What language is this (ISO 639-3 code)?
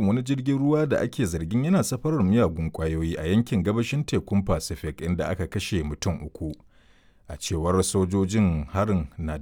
hau